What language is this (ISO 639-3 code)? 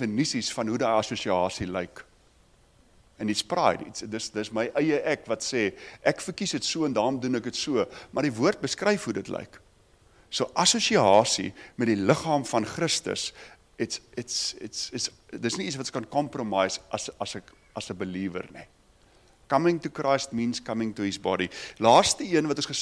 afr